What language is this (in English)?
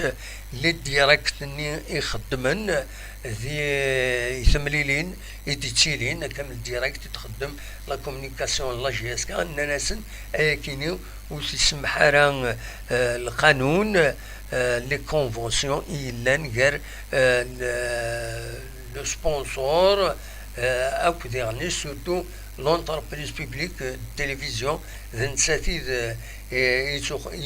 Kabyle